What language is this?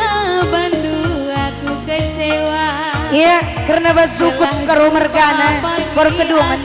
Batak Karo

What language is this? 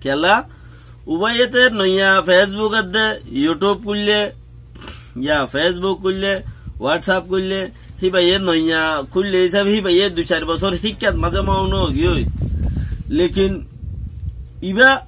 Rohingya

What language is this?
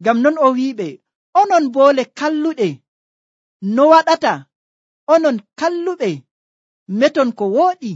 Nigerian Fulfulde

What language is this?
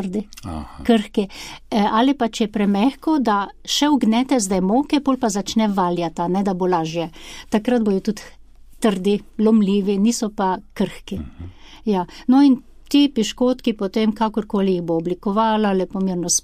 Slovenian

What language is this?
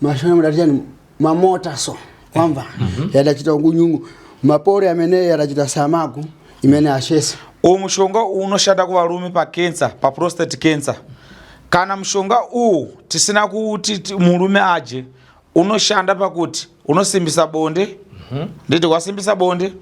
Shona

